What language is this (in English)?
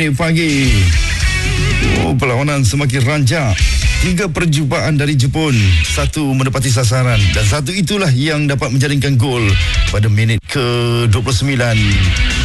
Malay